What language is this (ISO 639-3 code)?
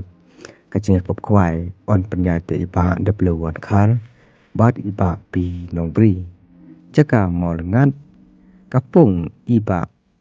kha